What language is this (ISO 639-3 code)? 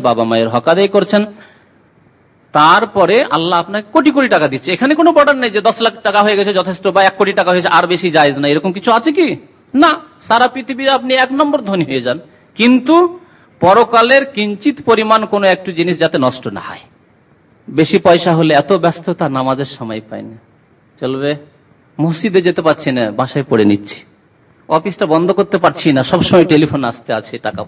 ben